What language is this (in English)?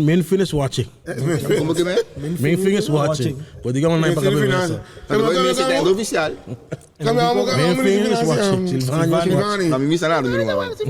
Papiamento